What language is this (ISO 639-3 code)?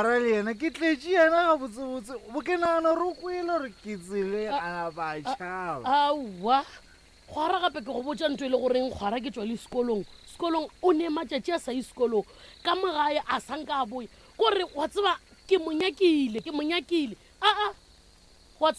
nso